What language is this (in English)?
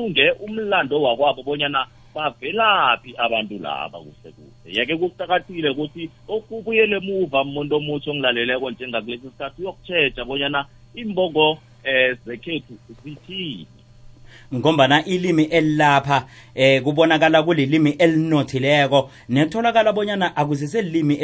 South Ndebele